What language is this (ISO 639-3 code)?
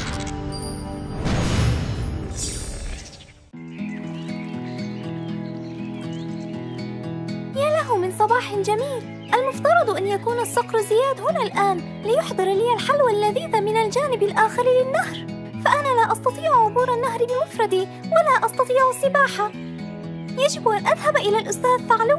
ara